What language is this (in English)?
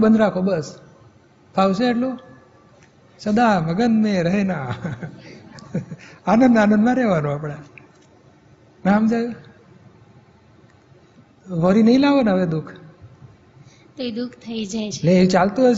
Gujarati